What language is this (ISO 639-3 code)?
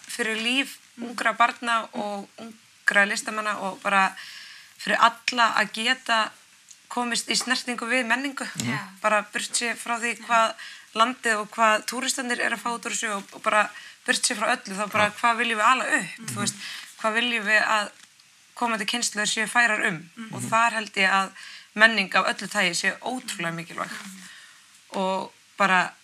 isl